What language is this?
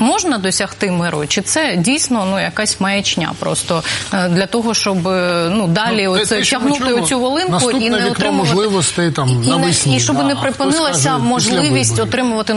Ukrainian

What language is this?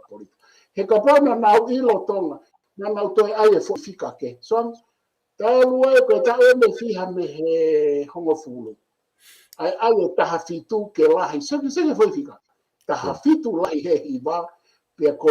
Tongan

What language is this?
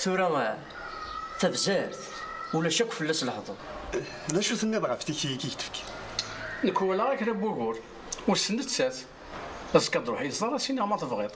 Kabyle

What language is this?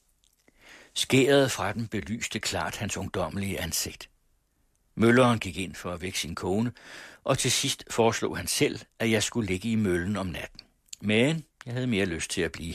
Danish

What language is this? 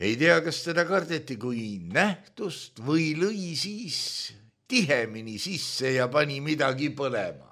Estonian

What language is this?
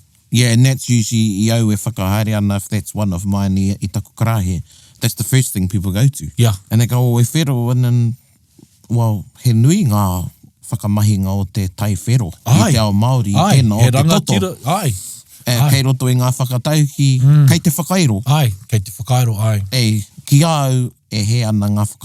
Māori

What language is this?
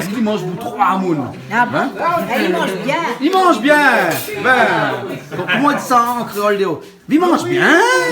Réunion Creole French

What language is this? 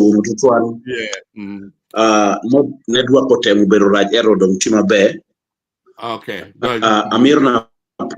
Acoli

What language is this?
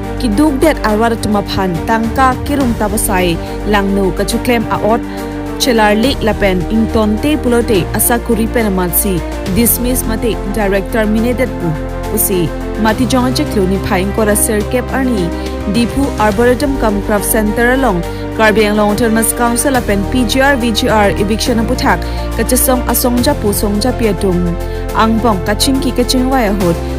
Karbi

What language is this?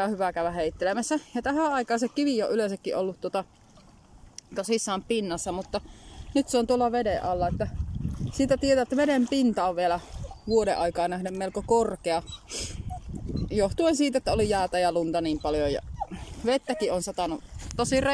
Finnish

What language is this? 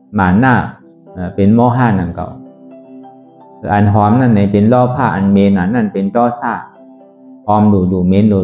Shan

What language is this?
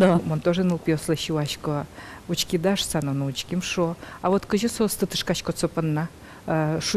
Udmurt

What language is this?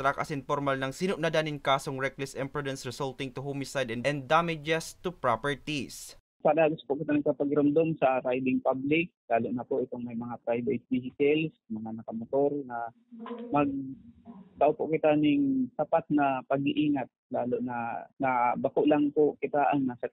Bikol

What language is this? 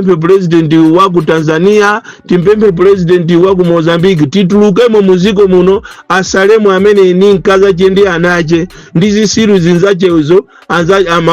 Nyanja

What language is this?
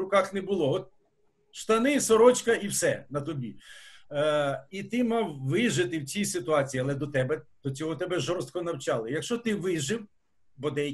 Ukrainian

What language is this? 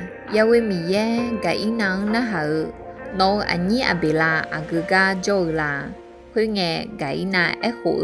Akha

